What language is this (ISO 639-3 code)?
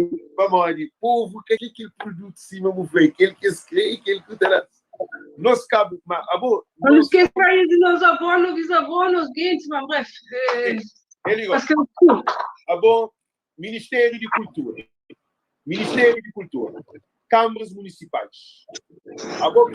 kea